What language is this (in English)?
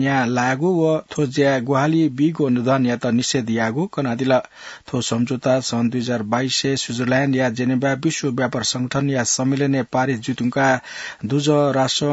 Newari